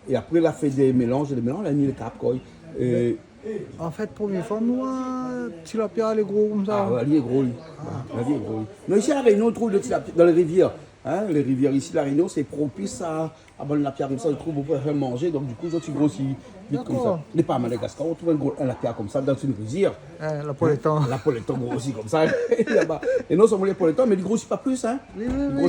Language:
Réunion Creole French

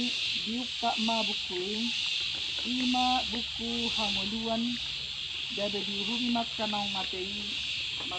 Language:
Batak Toba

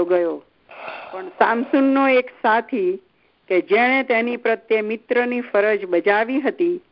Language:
Gujarati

